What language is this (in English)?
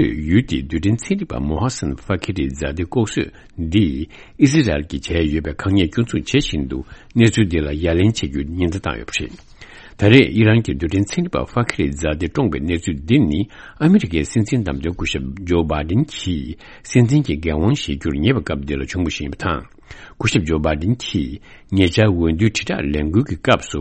Tibetan